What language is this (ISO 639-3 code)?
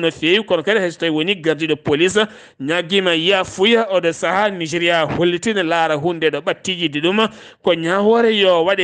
ful